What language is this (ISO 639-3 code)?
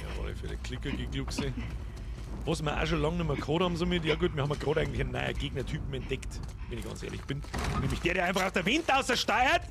bar